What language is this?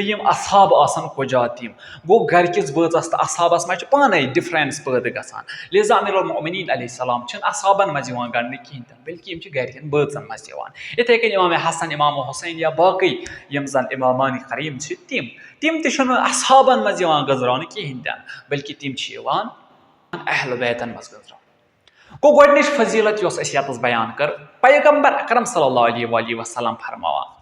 Kashmiri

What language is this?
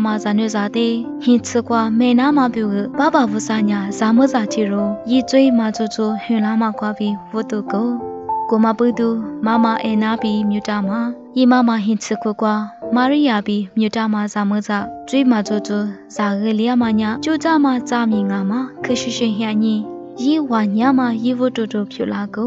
Lisu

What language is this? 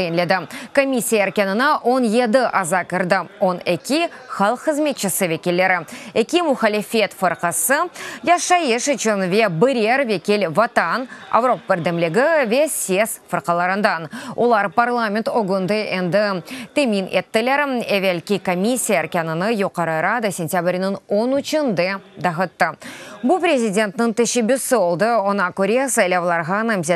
Crimean Tatar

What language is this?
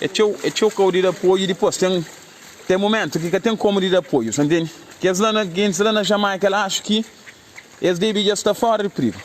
Kabuverdianu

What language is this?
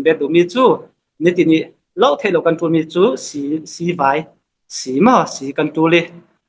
Falam Chin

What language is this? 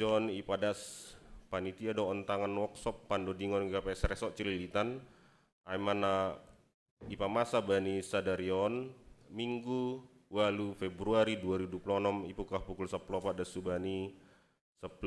Batak Simalungun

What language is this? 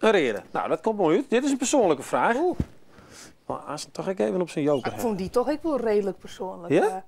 Western Frisian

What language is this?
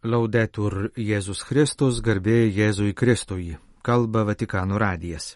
Lithuanian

